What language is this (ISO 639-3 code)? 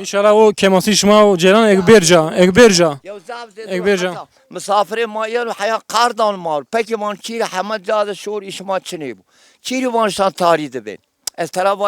zza